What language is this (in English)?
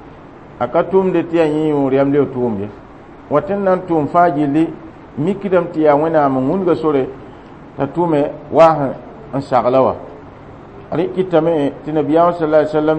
Mossi